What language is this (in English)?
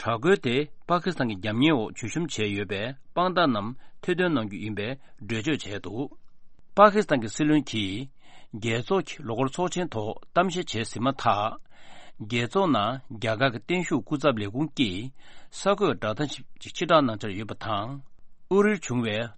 Tibetan